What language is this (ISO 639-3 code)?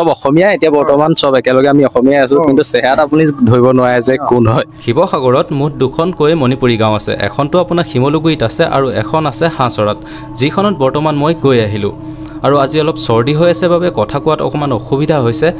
asm